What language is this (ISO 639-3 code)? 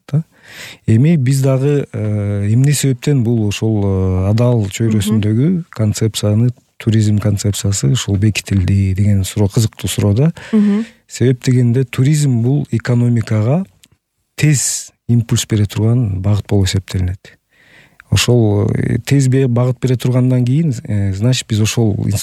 kir